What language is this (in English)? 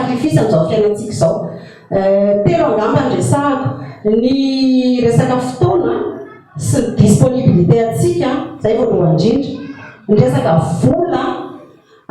Malagasy